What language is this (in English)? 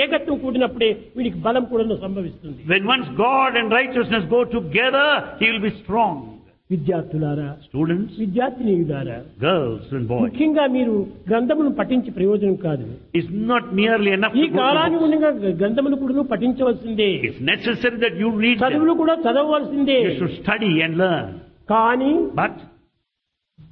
Telugu